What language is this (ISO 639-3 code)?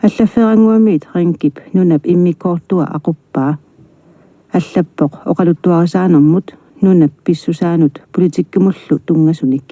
kal